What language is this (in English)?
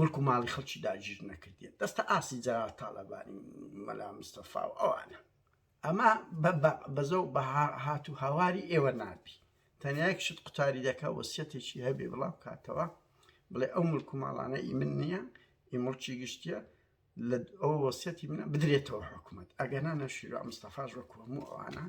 Central Kurdish